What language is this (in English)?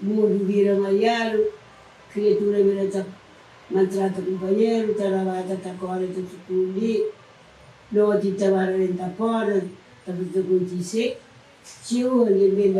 Kabuverdianu